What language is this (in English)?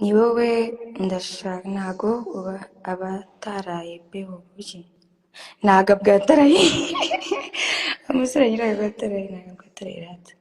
Kinyarwanda